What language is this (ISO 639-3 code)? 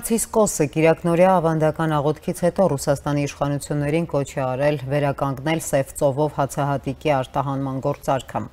hye